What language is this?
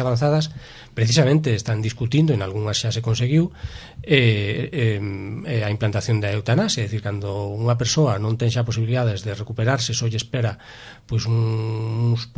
Galician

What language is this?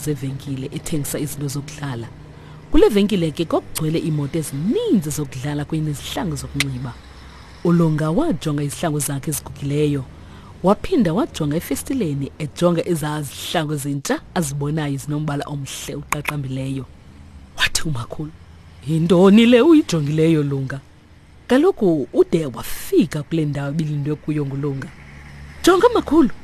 Xhosa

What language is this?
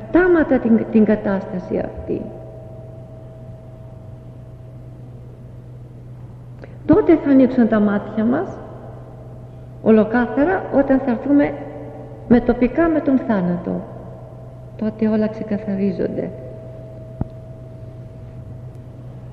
Greek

